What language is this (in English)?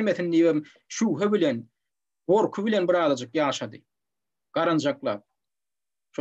Turkmen